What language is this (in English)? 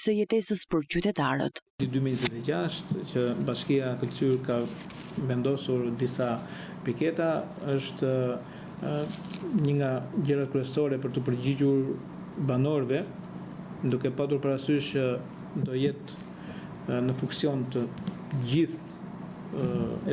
Albanian